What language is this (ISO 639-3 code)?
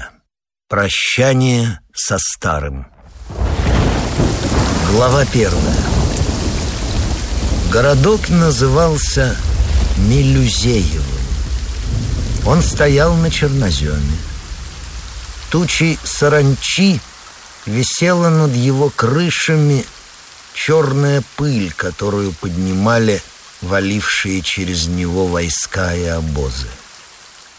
rus